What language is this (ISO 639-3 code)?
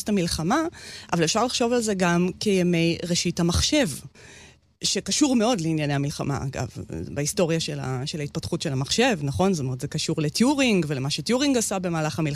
heb